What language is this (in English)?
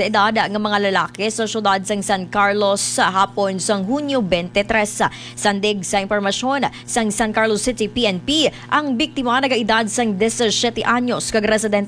Hiligaynon